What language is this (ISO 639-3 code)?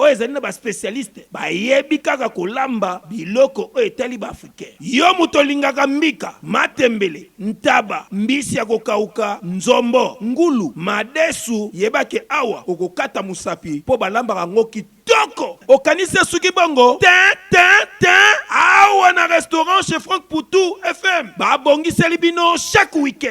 lin